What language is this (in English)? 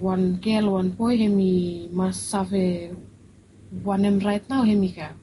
Bislama